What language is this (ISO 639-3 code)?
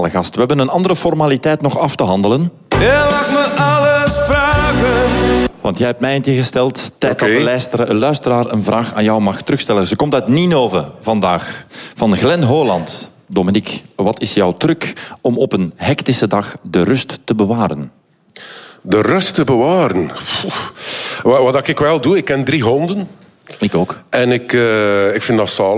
nld